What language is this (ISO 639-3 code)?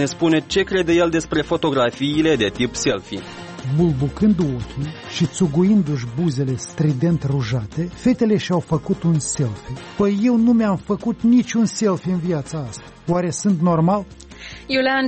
ron